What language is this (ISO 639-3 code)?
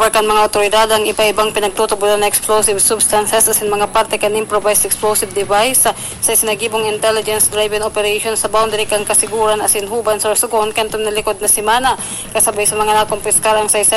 bik